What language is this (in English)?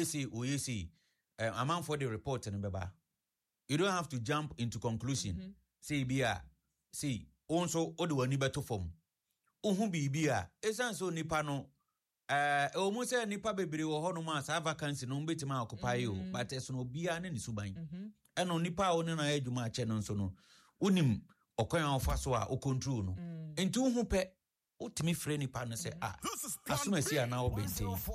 Akan